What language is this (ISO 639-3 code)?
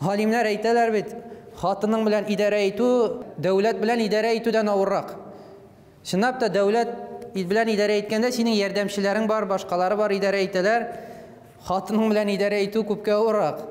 tat